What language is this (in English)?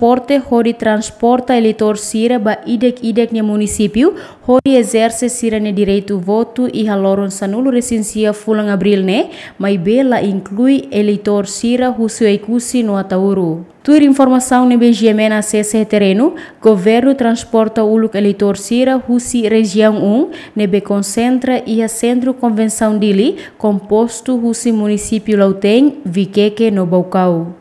Tetum